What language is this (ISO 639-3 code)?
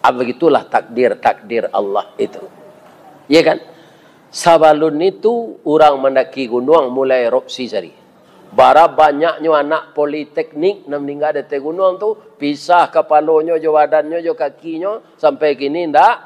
min